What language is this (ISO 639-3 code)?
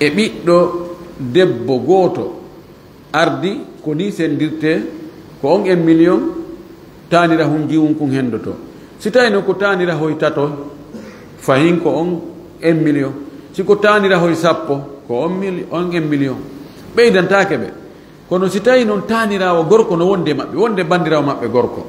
ful